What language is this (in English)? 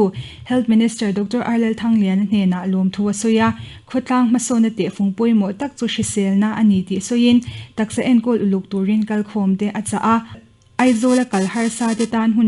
Mizo